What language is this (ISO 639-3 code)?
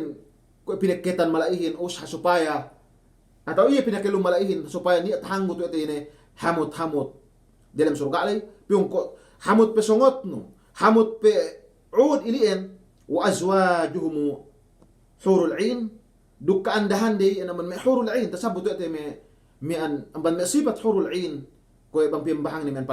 yka